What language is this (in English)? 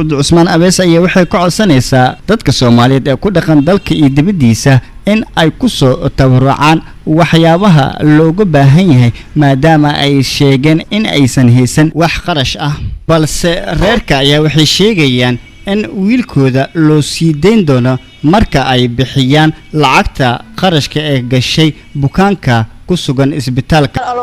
Somali